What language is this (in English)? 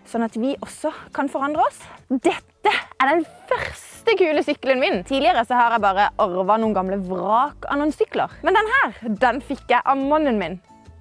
Norwegian